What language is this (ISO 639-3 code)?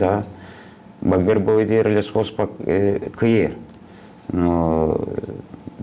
gag